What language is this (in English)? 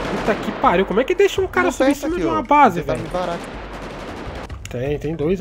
Portuguese